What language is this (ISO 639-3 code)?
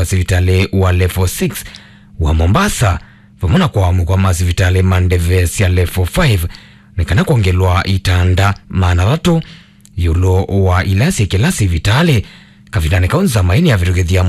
kam